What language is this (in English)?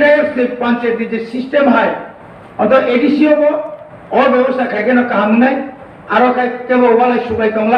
Kok Borok